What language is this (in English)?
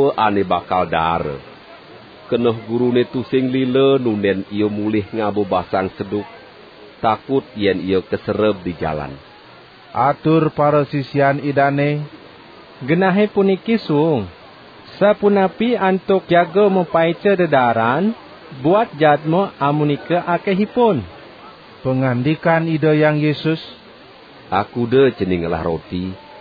Balinese